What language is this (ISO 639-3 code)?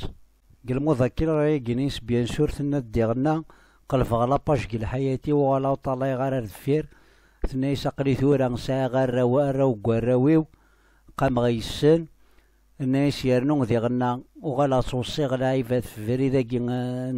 kab